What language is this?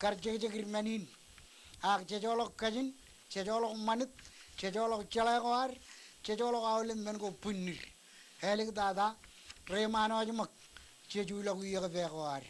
Marshallese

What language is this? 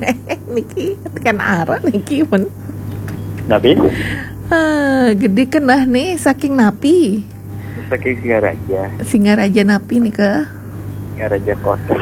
Balinese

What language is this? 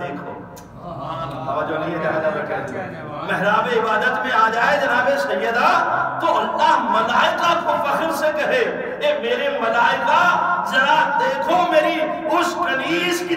Urdu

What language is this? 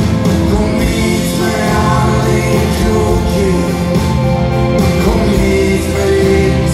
Swedish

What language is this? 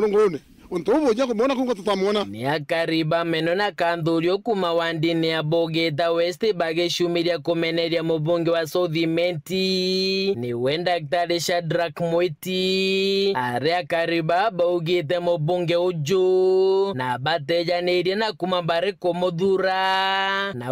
Meru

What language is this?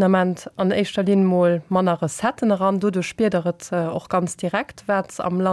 Luxembourgish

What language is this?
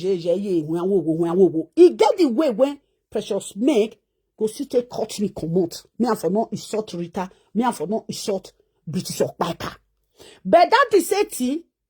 Nigerian Pidgin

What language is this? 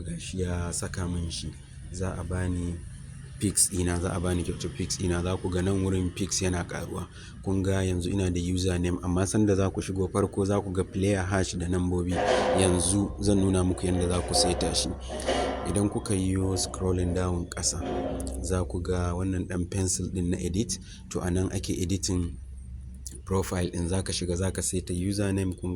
Hausa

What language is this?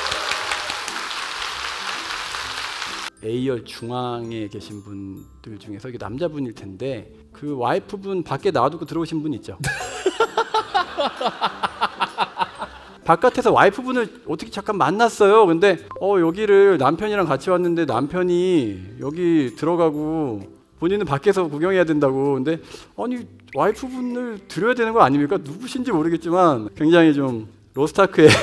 Korean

